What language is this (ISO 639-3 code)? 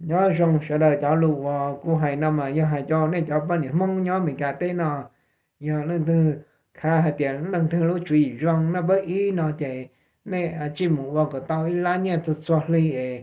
hmn